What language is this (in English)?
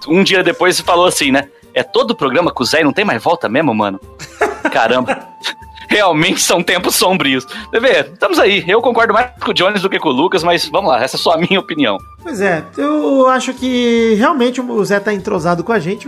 Portuguese